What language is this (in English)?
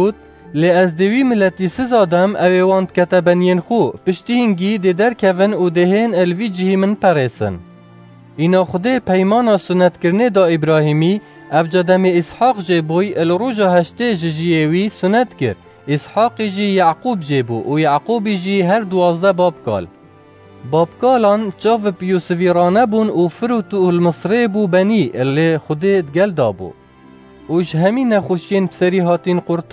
Kurdish